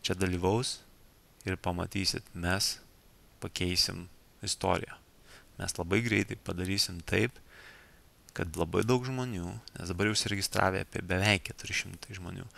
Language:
Lithuanian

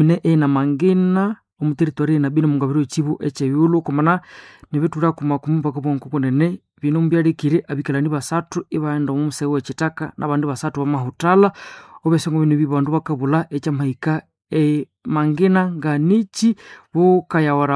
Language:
Nande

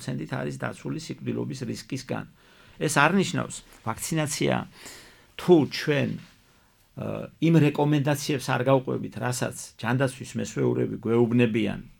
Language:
Georgian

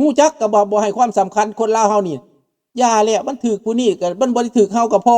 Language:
Lao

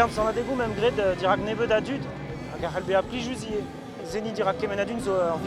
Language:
Breton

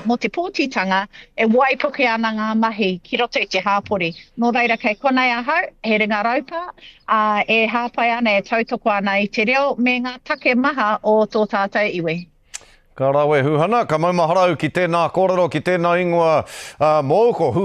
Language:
Māori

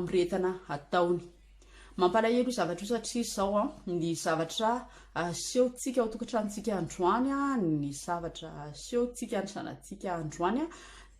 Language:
Malagasy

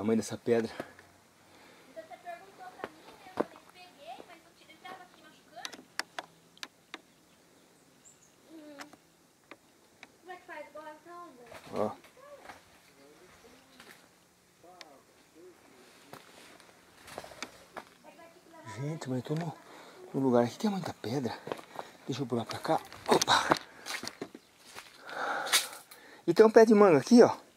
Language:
Portuguese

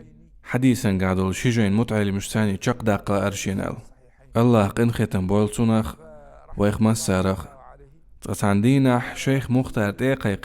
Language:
Chechen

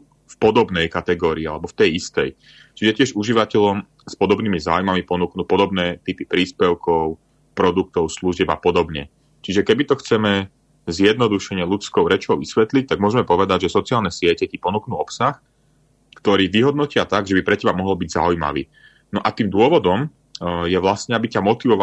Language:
Slovak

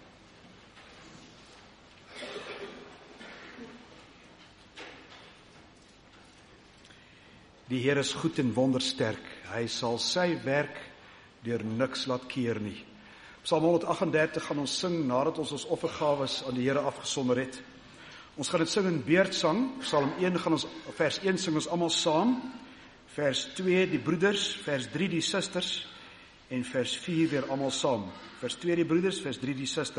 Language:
Afrikaans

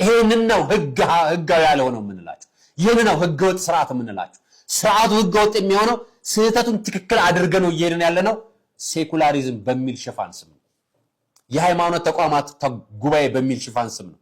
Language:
Amharic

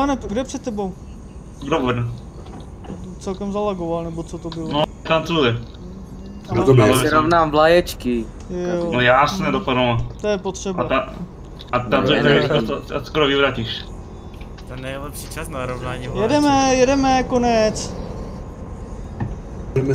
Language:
Czech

